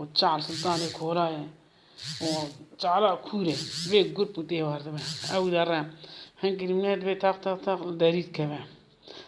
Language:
Kurdish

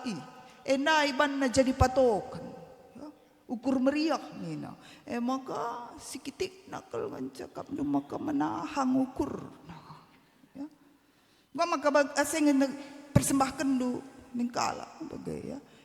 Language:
Batak Karo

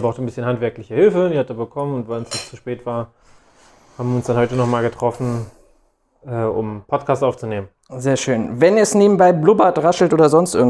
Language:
German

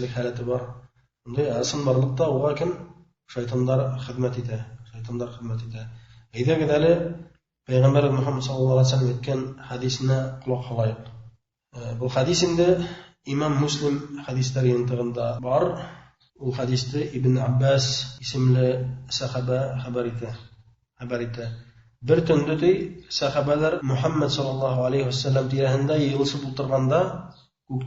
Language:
Bashkir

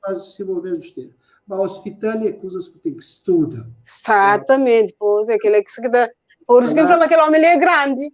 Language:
Kabuverdianu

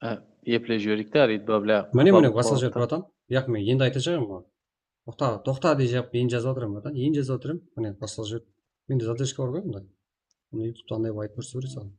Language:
Kara-Kalpak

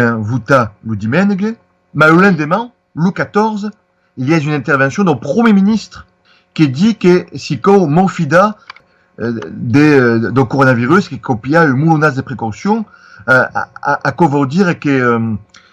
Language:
Occitan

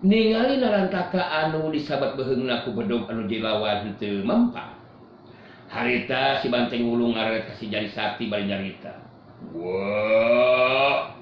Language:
Sundanese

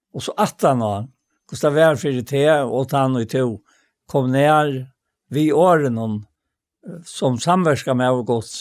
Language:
Faroese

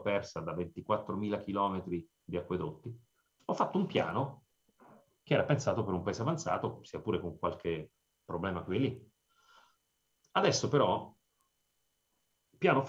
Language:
Italian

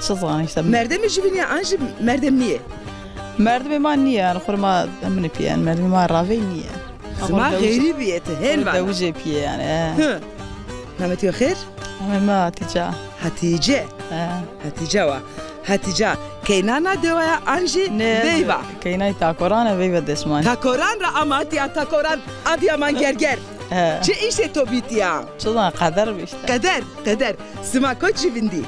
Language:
Zaza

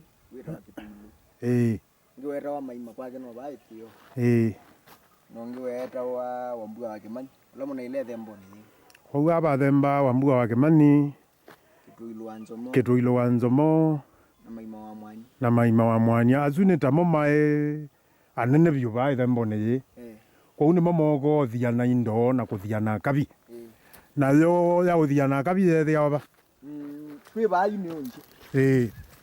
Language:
Kamba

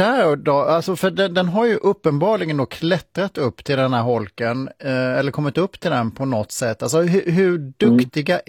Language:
Swedish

